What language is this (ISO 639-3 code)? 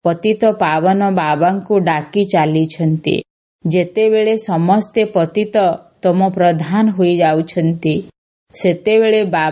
ori